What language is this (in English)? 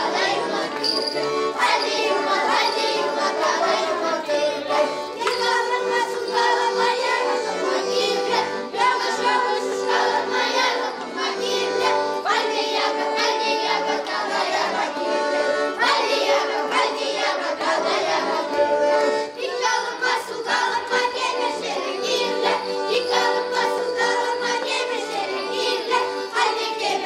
Chuvash